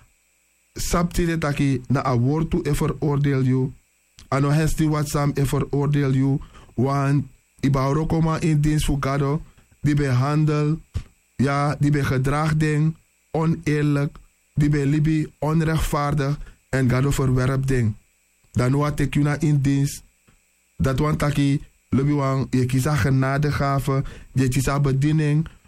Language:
Sranan Tongo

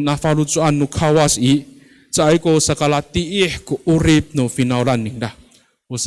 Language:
Amis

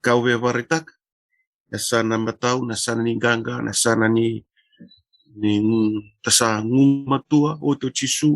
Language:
Fijian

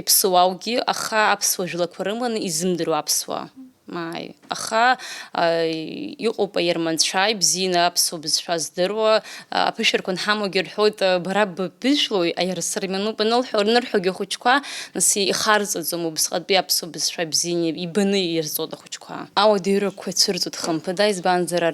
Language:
Abkhazian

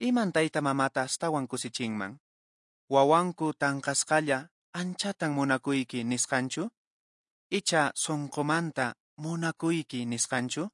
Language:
Quechua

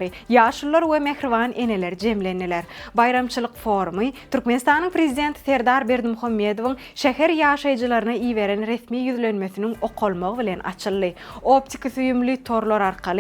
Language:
Turkmen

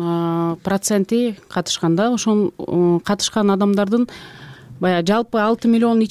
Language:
Kyrgyz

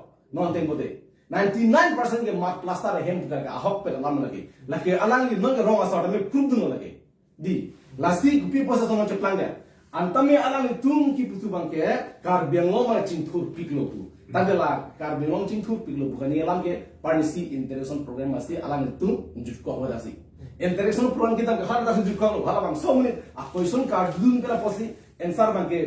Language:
Karbi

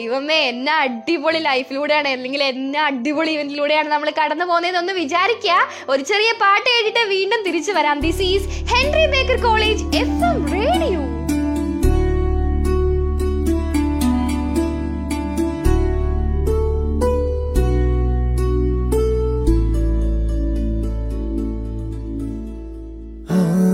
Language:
Malayalam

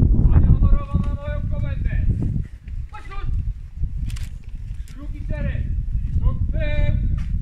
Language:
Polish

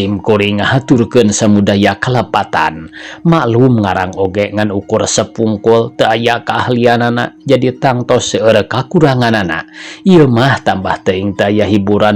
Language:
Sundanese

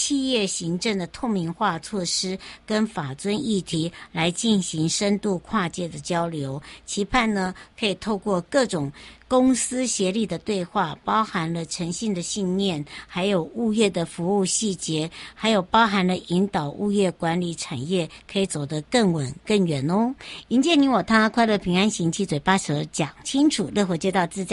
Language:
Chinese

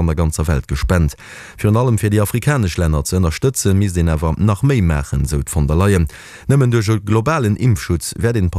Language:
Luxembourgish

